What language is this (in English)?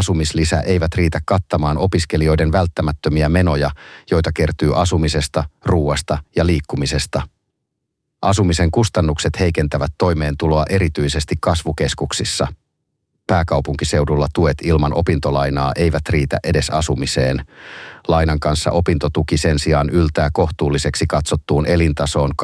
Finnish